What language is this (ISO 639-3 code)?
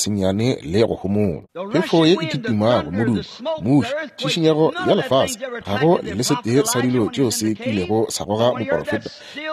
nso